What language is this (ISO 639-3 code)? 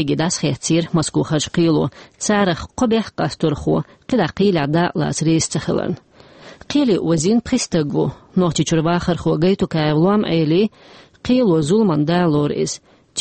che